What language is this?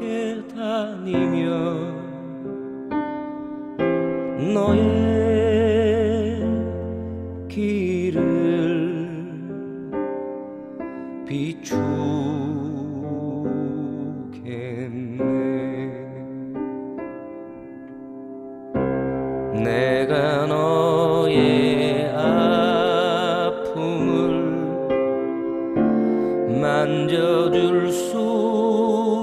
Korean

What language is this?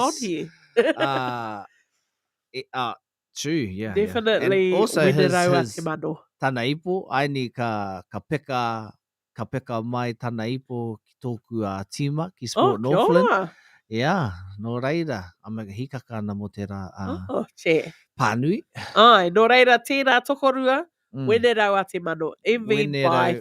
Māori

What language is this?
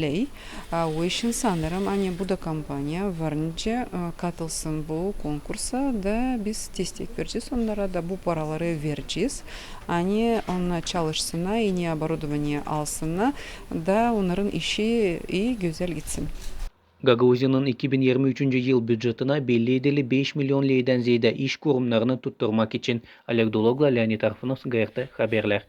Gagauz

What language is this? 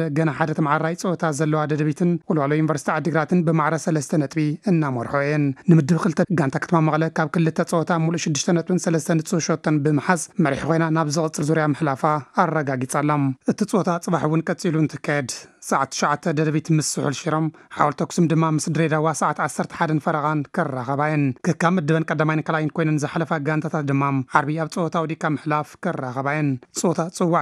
Tigrinya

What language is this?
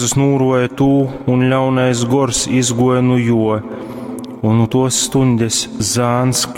Latgalian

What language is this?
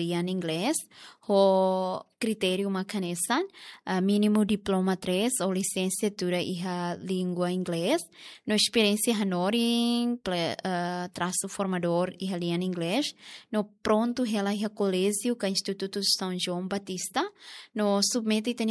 Tetum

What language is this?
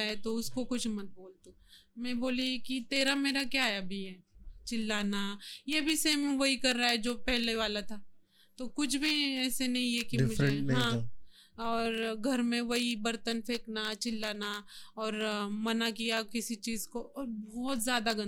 Hindi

